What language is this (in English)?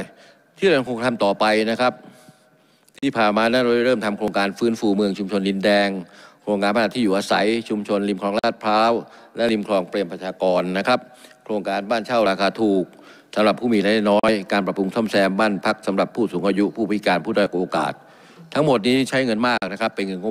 Thai